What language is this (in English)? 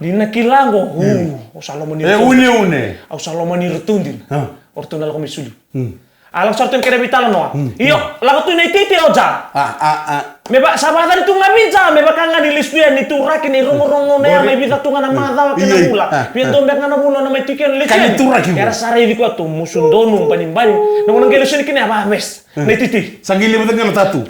Fijian